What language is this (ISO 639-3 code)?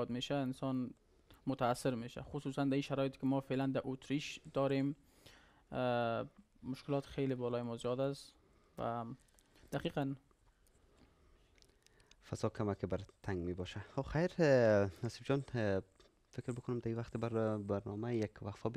fas